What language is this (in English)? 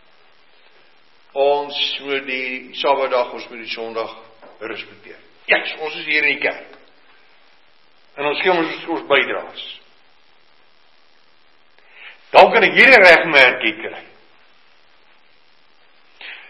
Afrikaans